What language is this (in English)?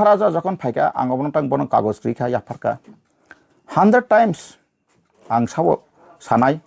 Riang (India)